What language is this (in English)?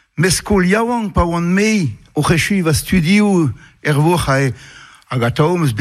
Breton